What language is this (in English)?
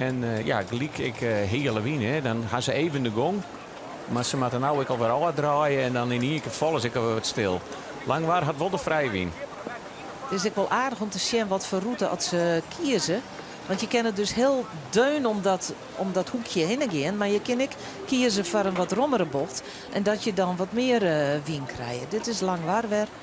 Western Frisian